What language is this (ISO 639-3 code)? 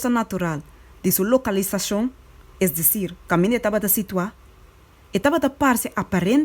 pap